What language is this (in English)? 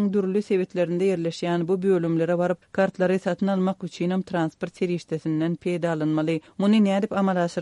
Turkmen